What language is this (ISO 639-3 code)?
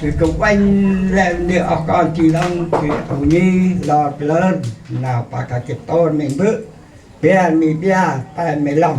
cmo